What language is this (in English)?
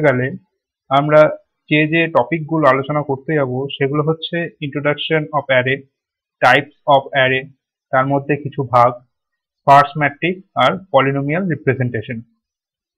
Bangla